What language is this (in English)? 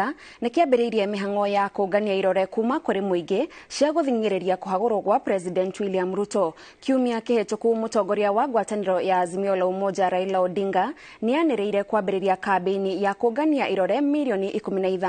Kikuyu